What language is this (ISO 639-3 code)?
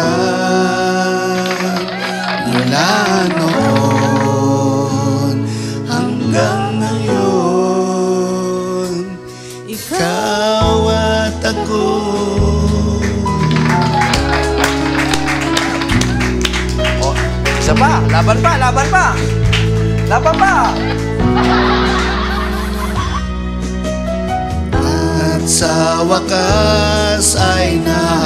fil